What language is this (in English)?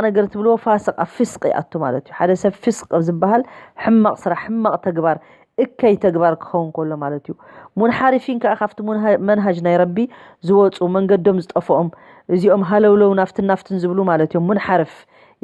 Tigrinya